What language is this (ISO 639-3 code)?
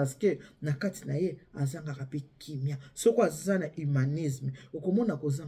lin